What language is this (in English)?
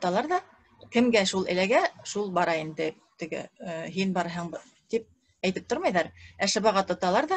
Bashkir